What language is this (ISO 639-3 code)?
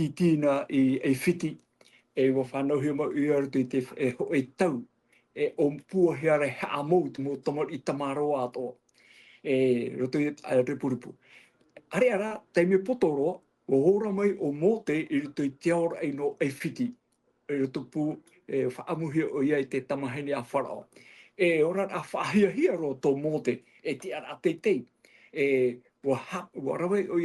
tah